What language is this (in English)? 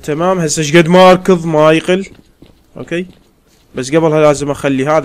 Mesopotamian Arabic